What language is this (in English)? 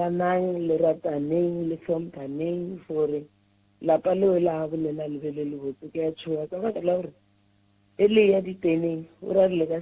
Northern Sotho